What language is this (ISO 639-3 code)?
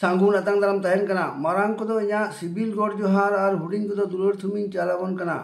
sat